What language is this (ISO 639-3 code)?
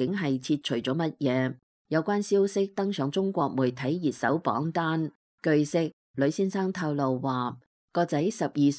yue